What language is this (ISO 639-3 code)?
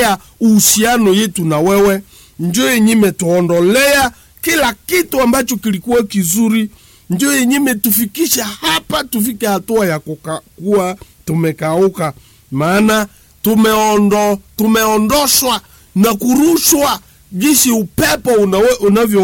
swa